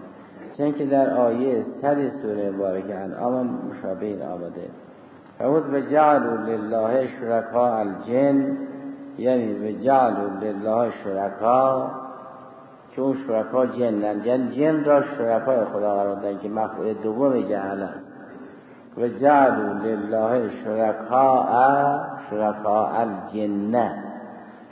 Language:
Persian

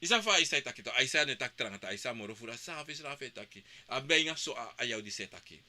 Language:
Sranan Tongo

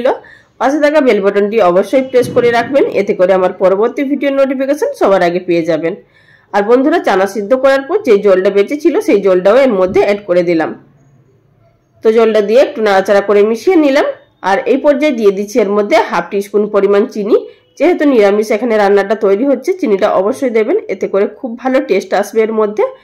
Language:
Bangla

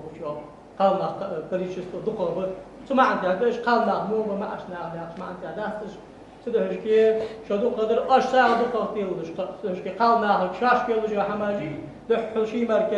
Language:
Ingush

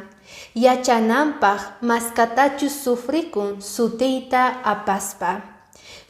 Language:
Quechua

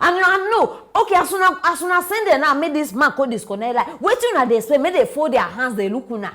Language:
Nigerian Pidgin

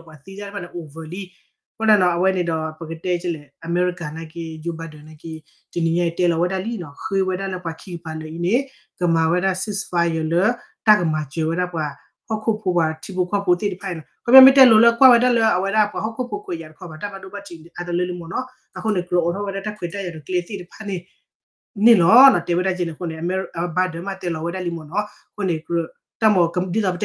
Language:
S'gaw Karen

